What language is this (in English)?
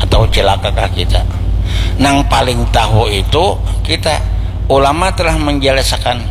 Banjar